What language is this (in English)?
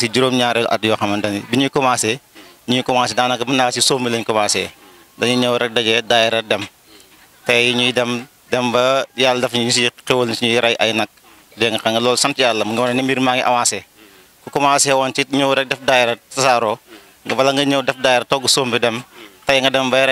Wolof